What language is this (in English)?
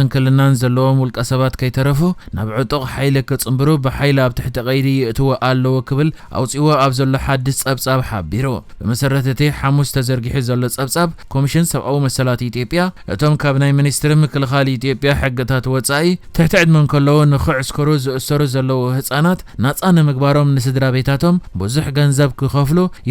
Tigrinya